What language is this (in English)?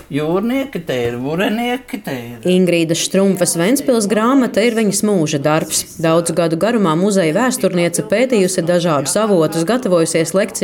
Latvian